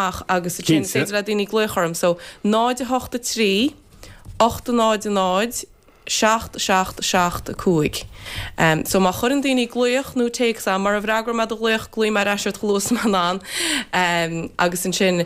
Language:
Irish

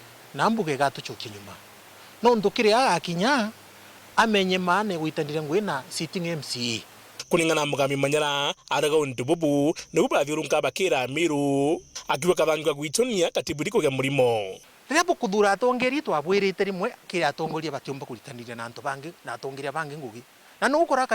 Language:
Meru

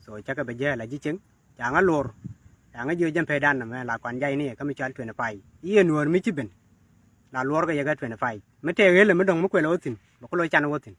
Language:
Nuer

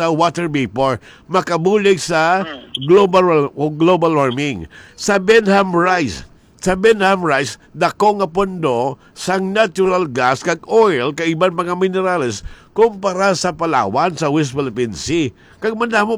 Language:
Hiligaynon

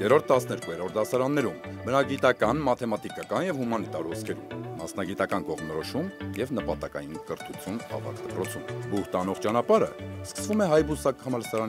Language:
Armenian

